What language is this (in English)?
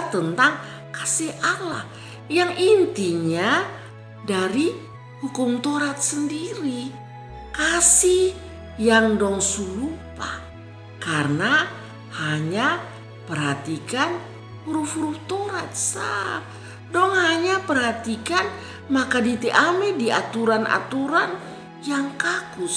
Kupang Malay